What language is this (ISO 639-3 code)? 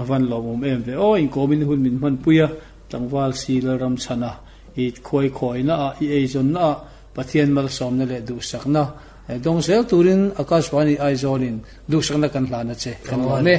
lus